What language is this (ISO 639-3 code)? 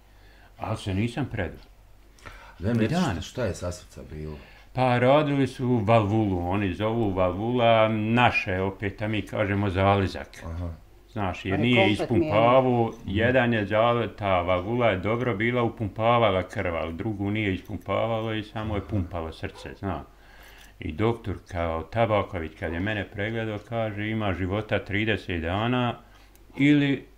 bos